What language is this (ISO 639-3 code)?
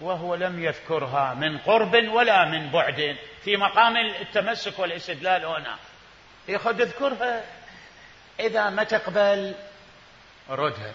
acm